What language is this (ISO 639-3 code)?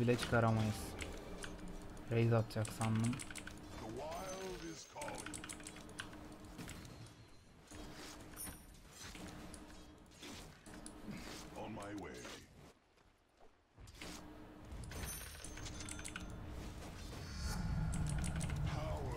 tur